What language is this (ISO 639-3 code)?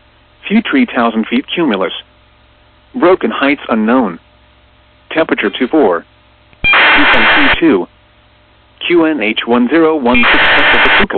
eng